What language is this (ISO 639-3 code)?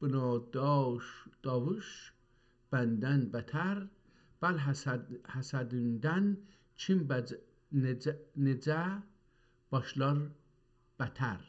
azb